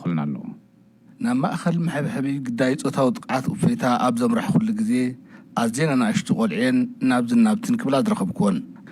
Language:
Tigrinya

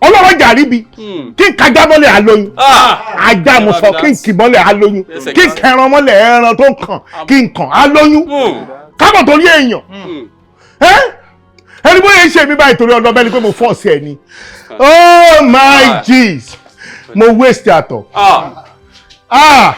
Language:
Yoruba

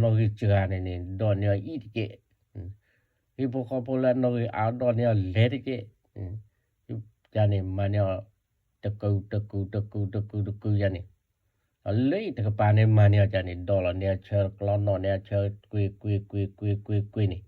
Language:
S'gaw Karen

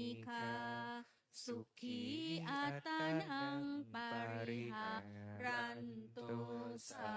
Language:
Pali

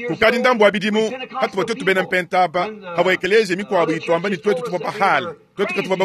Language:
Luba-Lulua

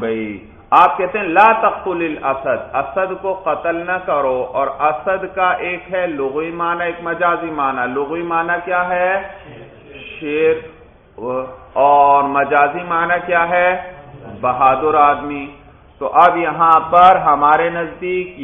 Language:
Urdu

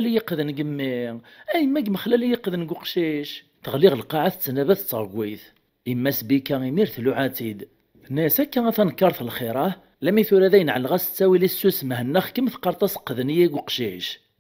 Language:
Kabyle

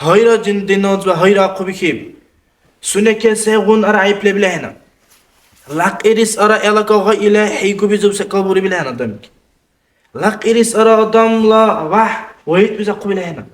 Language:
Dargwa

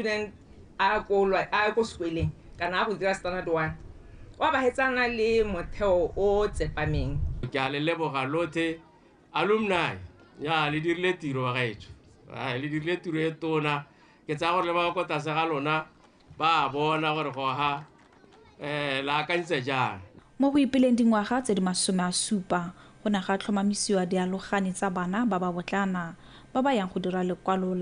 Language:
Tswana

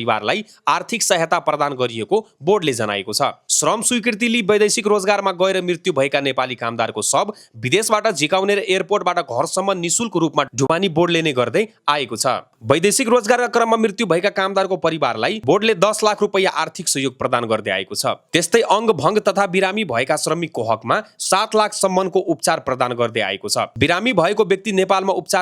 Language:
Nepali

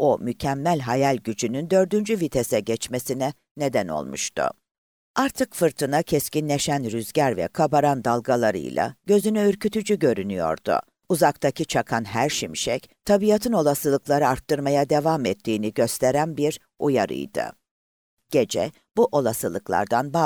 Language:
Turkish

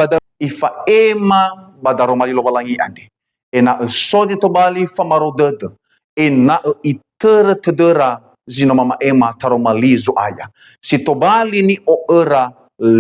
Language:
Nias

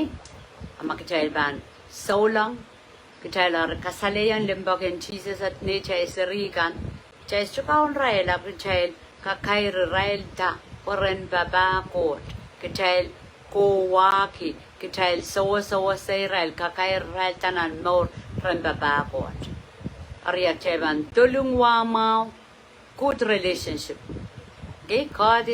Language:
Pohnpeian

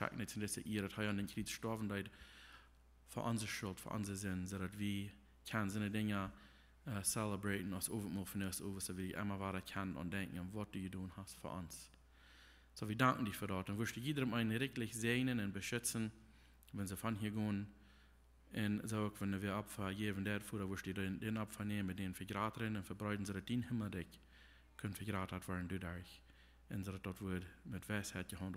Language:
Plautdietsch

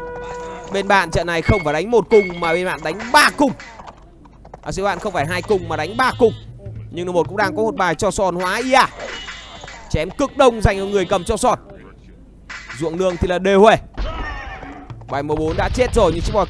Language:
Vietnamese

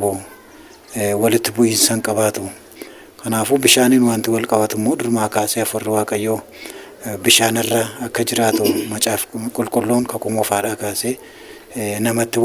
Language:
Oromo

